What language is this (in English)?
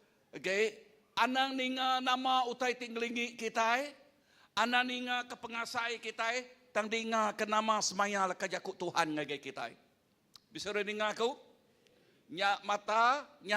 Iban